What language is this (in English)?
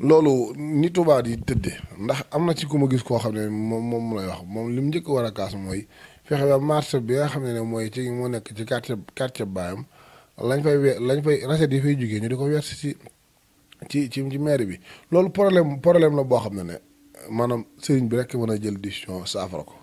Wolof